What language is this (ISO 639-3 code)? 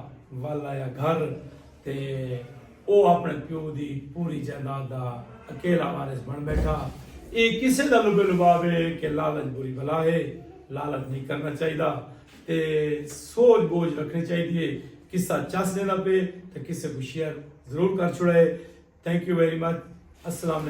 skr